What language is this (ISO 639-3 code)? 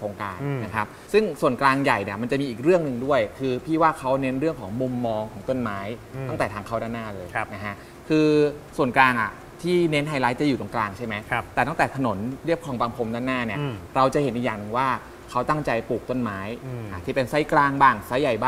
tha